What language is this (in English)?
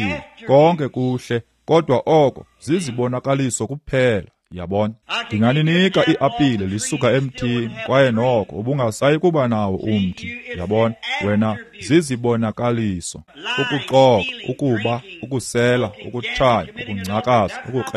Xhosa